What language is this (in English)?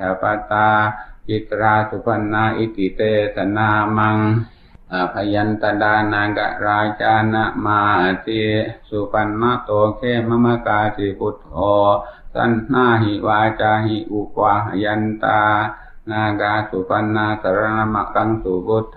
Pali